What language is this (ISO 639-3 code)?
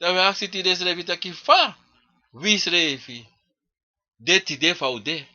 srn